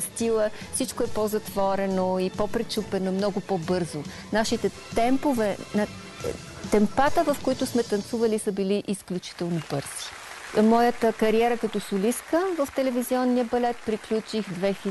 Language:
Bulgarian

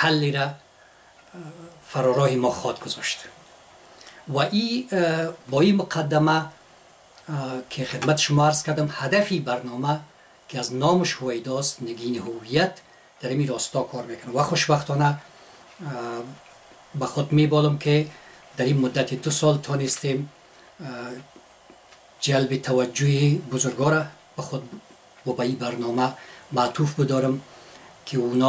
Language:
Persian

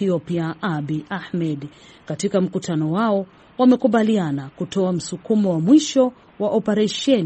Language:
Swahili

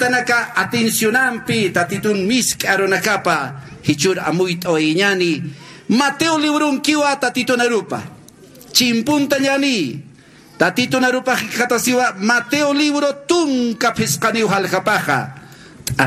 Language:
Aymara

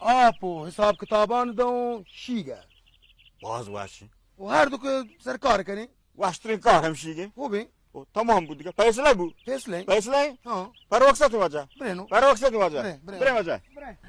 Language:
Baluchi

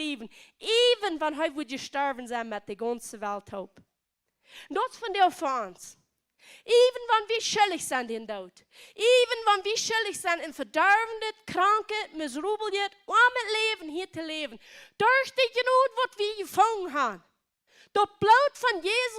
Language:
Plautdietsch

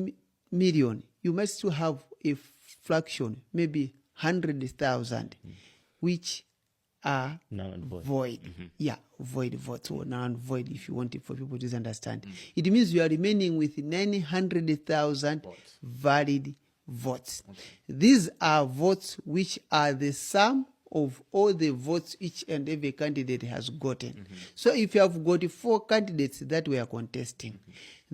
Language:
Nyanja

